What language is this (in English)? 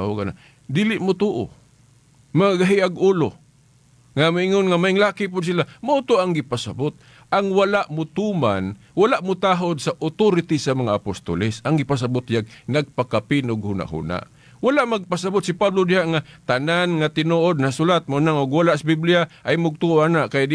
Cebuano